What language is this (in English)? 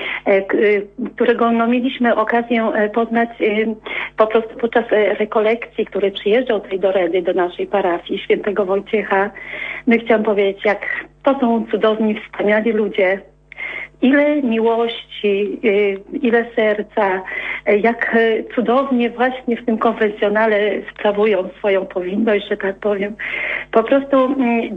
Polish